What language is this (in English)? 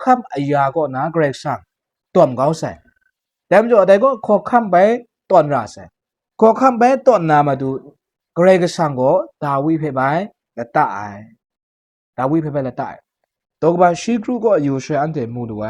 Kachin